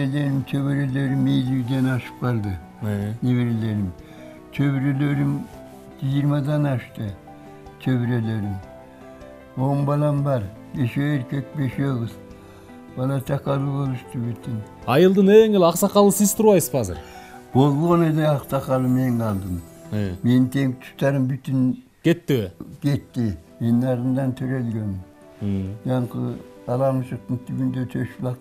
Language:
Kyrgyz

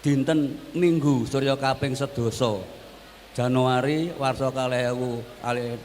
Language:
Javanese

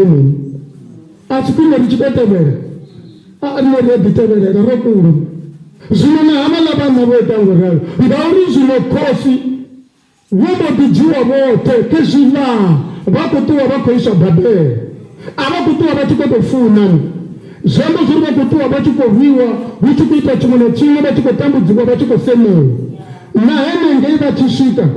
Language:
Venda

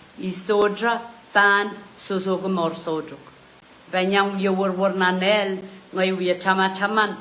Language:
Pohnpeian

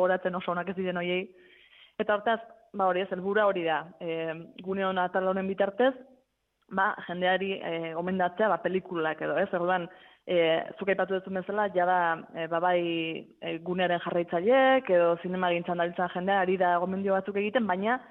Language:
Basque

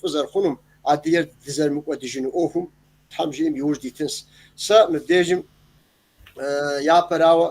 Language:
Kabardian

